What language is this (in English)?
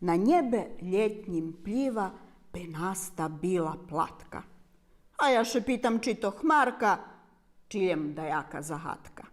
Rusyn